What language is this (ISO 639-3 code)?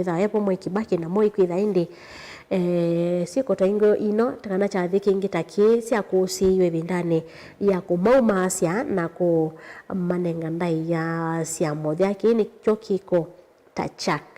kam